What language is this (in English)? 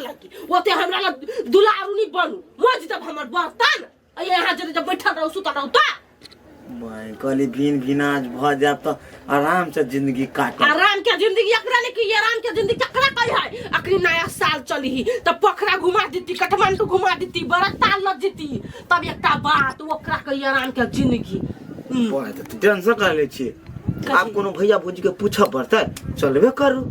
Maithili